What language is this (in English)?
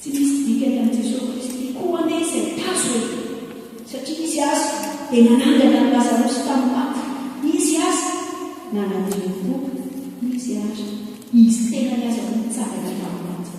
Malagasy